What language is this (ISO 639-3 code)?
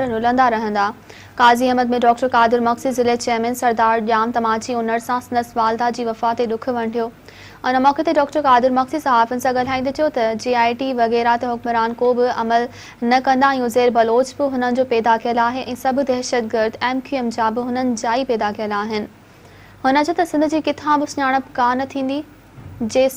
snd